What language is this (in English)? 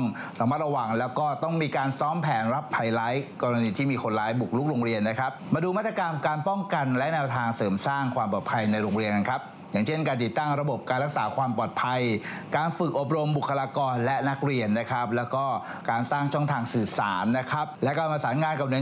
Thai